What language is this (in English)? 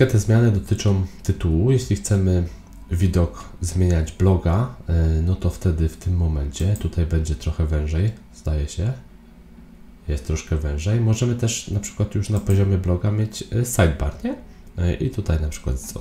Polish